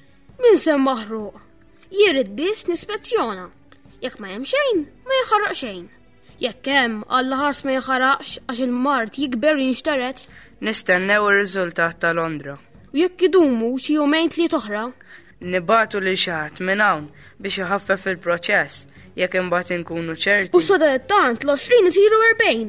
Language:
Maltese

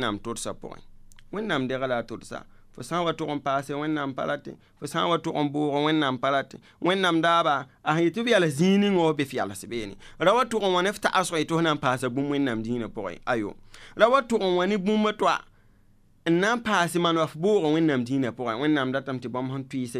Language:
Mossi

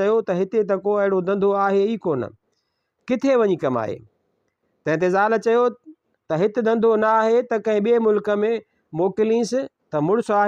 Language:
Sindhi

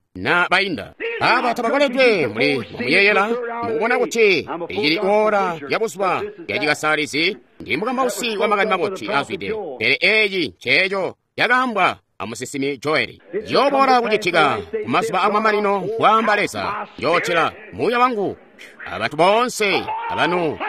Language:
Tonga (Zambia)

